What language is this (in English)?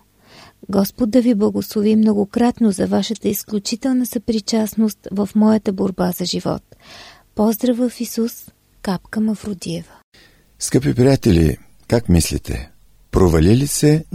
Bulgarian